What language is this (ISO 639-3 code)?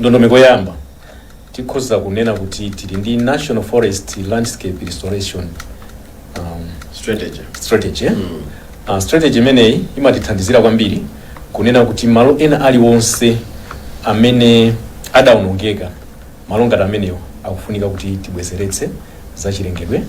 nya